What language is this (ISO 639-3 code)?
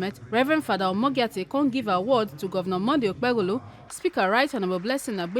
pcm